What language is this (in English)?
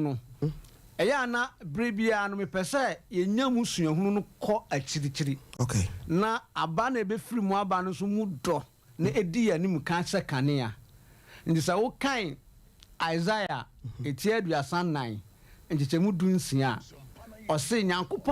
Akan